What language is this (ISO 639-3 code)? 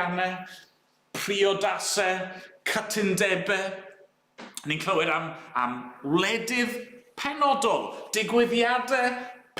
cym